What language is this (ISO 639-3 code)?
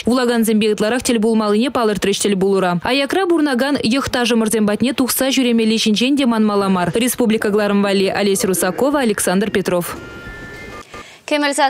chv